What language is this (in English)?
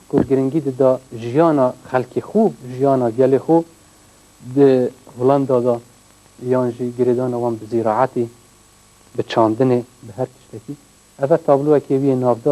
Kurdish